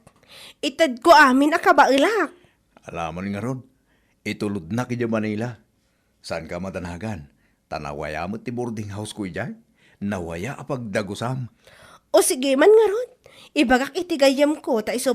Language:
Iloko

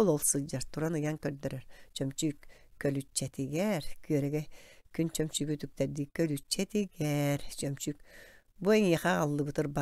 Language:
Yakut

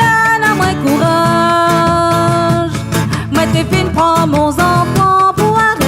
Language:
Réunion Creole French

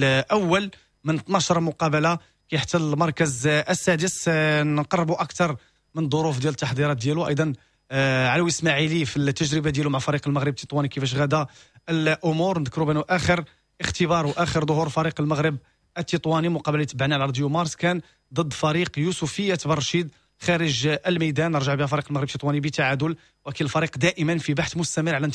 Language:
Moroccan Arabic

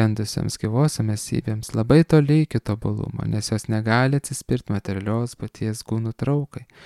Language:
Lithuanian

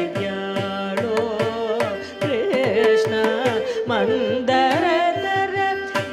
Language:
Tamil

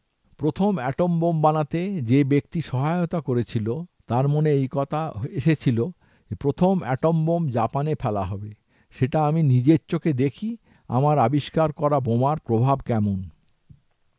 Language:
Bangla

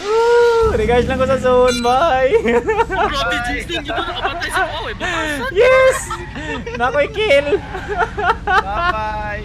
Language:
Cebuano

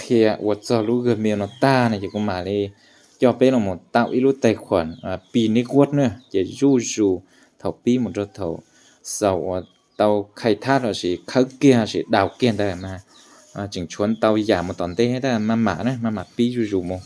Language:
Hmong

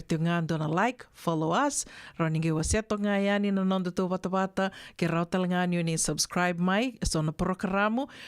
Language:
Fijian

